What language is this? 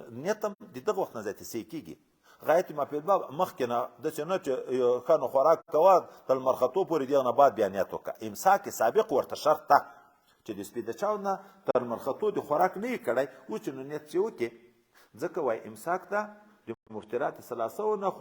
Pashto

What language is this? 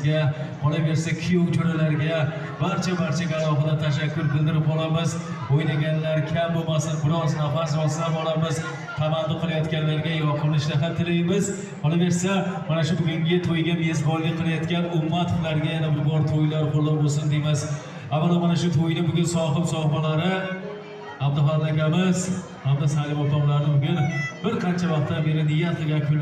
Uzbek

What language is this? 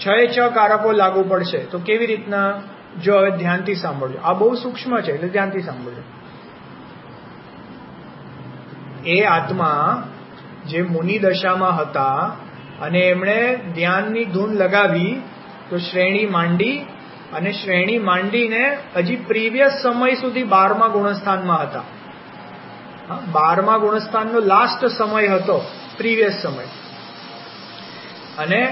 Gujarati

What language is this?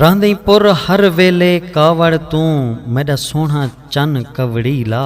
Saraiki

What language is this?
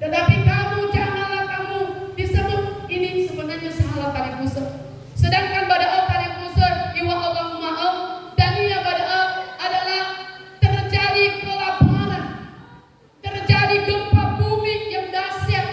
Nias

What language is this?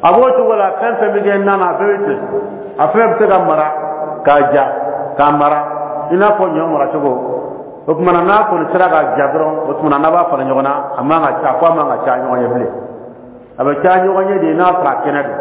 Dyula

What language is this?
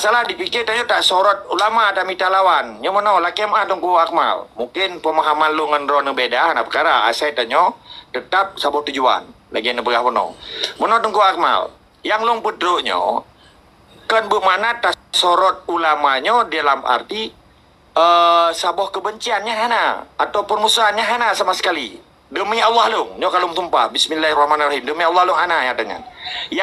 Achinese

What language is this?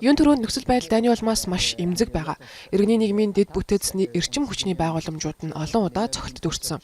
Mongolian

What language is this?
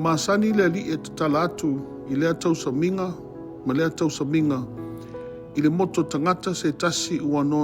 Samoan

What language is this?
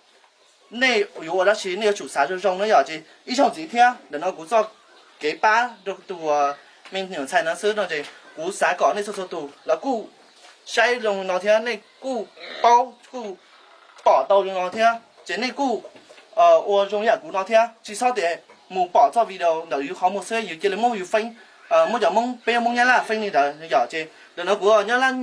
Hmong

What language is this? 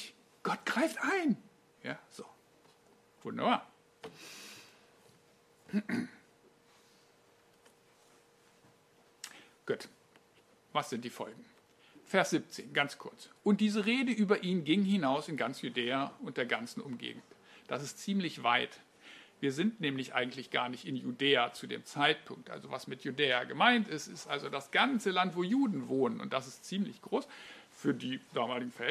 German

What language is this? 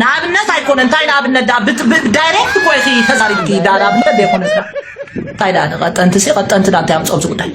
Tigrinya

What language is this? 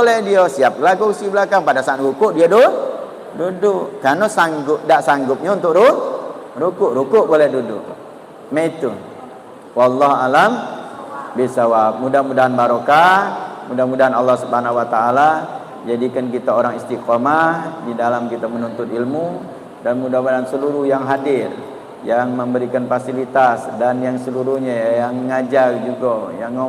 Musi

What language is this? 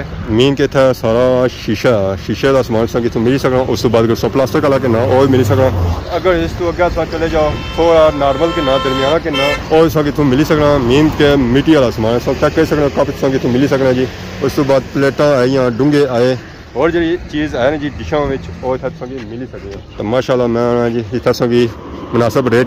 Pahari-Potwari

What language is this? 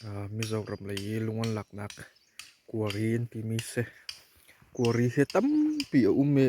Hakha Chin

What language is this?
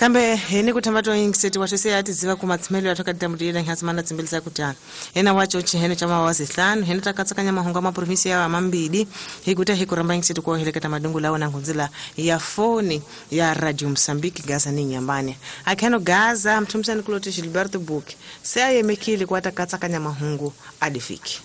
Tsonga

